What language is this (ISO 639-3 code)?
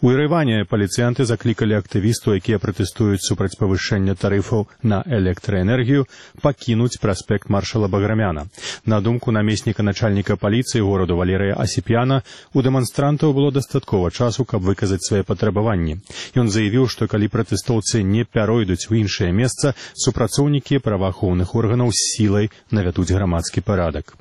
bel